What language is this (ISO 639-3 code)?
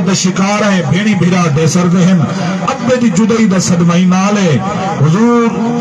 skr